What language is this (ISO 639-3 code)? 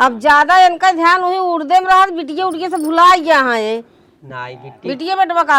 awa